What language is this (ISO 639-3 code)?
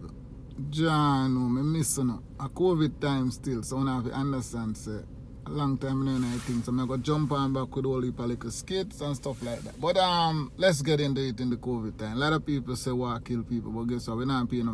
jam